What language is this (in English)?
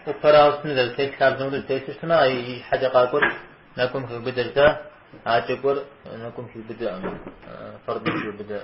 Kabardian